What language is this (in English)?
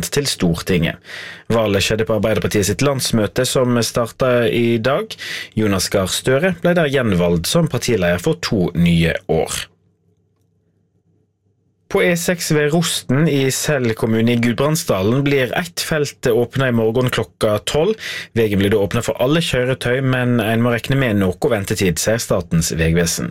Norwegian